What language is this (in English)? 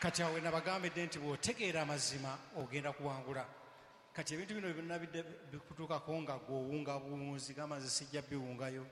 Ganda